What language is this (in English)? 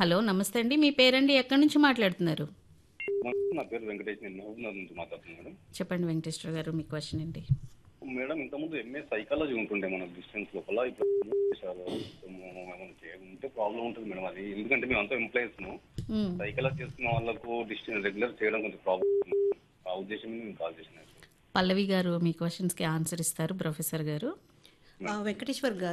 Telugu